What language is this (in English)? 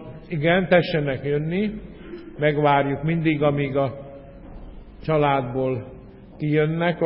Hungarian